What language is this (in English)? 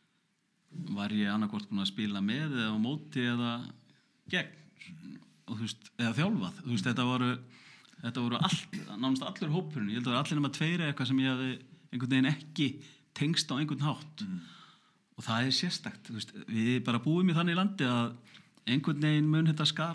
Icelandic